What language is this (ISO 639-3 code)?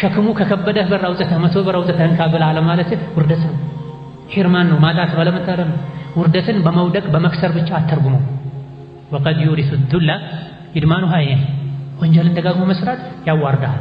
amh